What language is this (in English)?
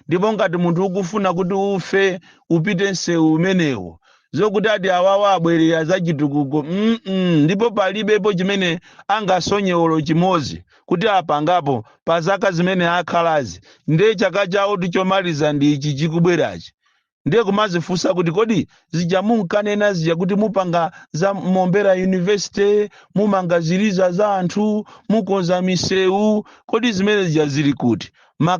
Nyanja